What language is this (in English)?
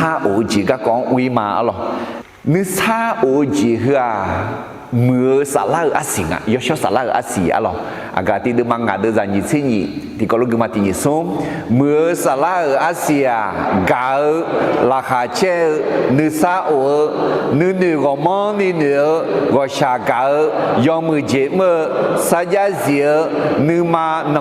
Akha